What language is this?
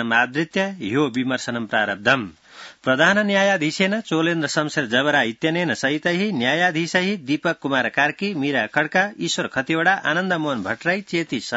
Sanskrit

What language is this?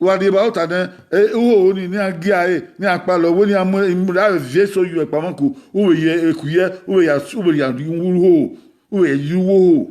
Bini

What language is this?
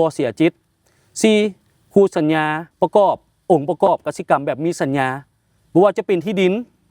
Lao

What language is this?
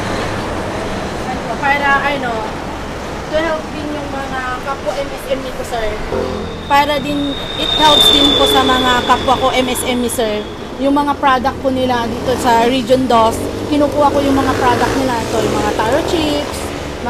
Filipino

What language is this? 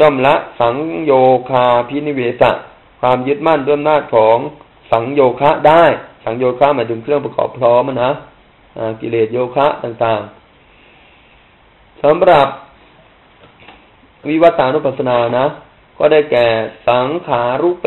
Thai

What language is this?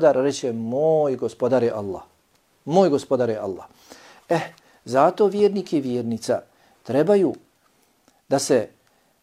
Bosnian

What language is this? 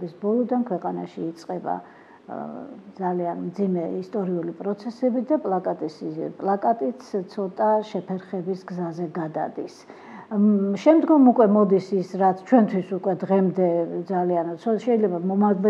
Georgian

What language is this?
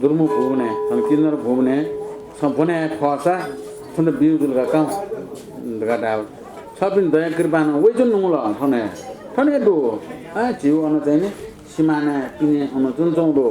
Newari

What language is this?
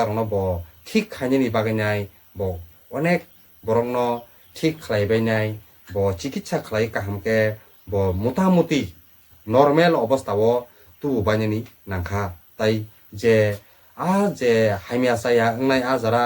Kok Borok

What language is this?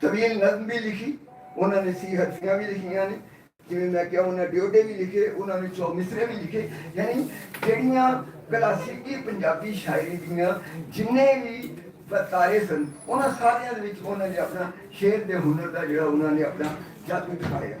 Western Panjabi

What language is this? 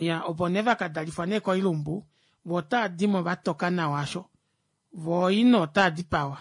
Kuanyama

